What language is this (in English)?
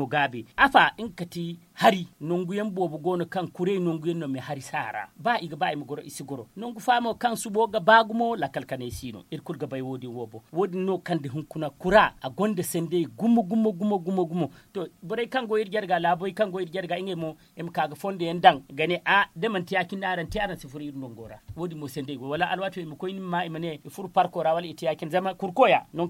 Zarma